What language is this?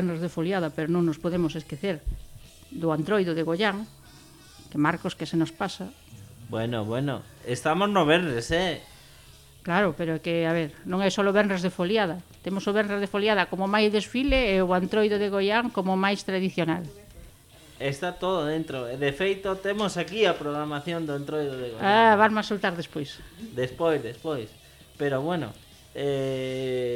Galician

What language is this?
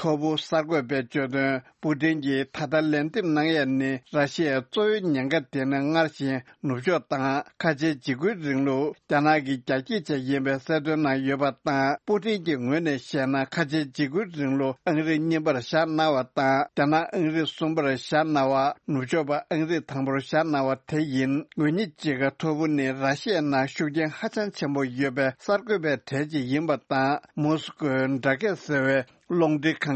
Tibetan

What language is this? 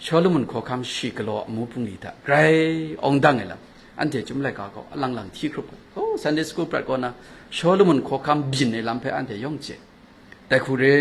Kachin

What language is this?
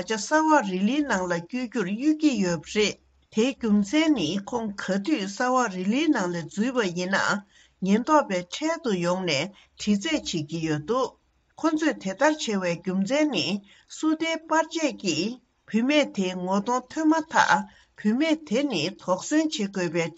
Tibetan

